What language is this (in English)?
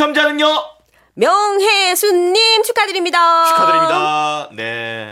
Korean